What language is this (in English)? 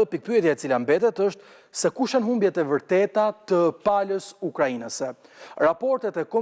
Albanian